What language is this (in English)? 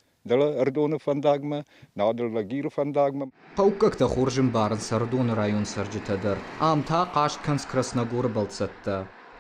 Ossetic